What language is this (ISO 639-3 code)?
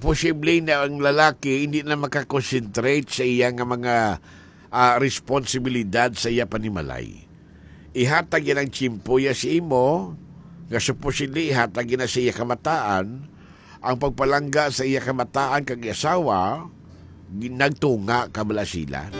hil